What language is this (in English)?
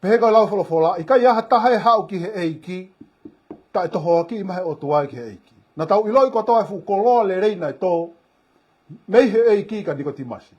Tongan